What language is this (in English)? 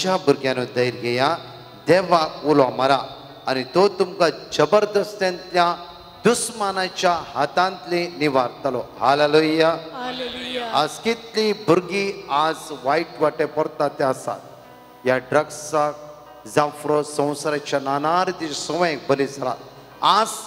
Konkani